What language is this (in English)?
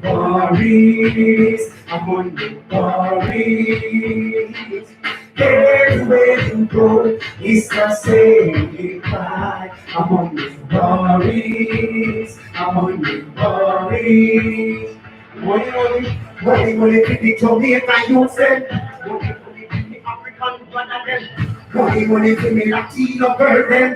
Jamaican Creole English